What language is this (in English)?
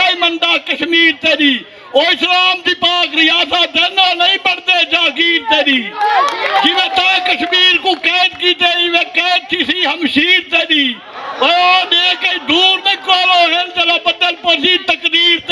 Saraiki